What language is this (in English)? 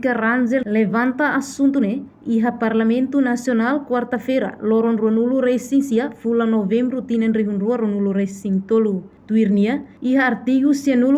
Tetum